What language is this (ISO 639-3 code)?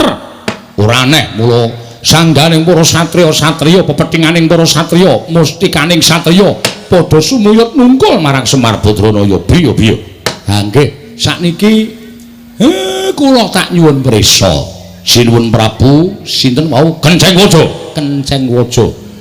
jav